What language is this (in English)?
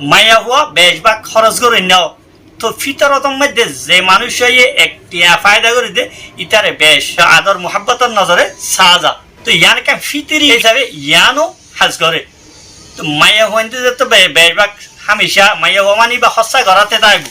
Rohingya